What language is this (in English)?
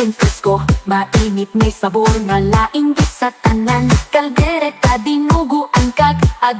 Hiligaynon